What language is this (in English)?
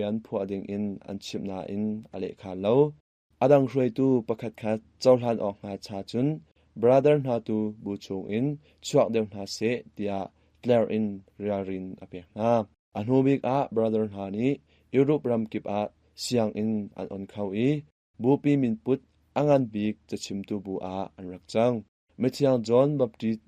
Hakha Chin